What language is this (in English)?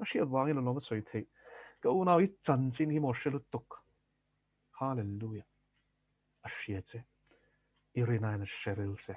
Mizo